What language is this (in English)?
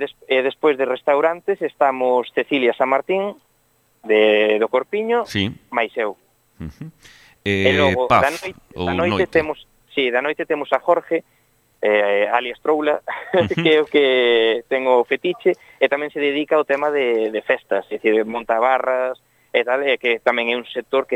Galician